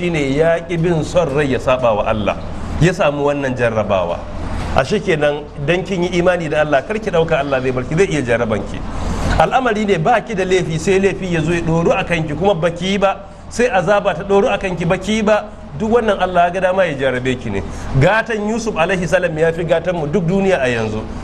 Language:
Hausa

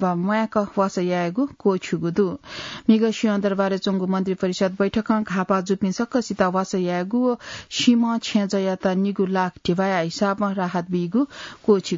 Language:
Newari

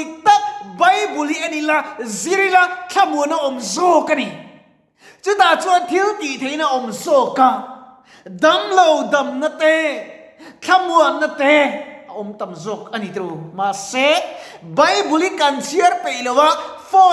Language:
Mizo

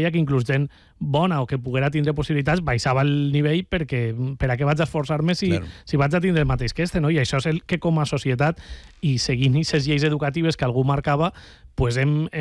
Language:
Catalan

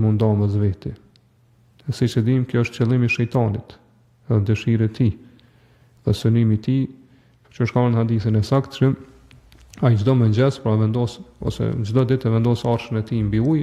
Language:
Albanian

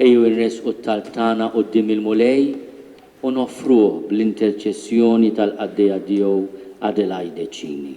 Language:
Maltese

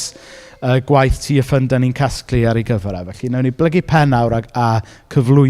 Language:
Welsh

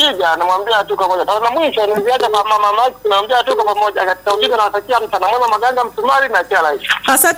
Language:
Swahili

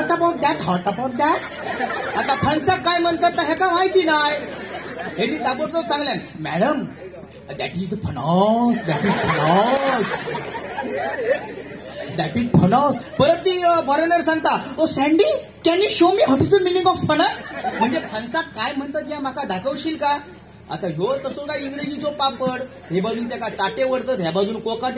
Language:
Marathi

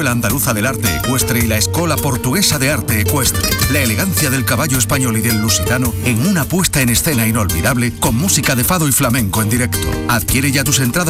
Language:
Spanish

